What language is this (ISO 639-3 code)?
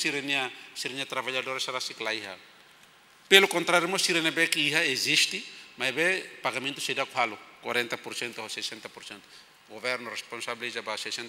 tet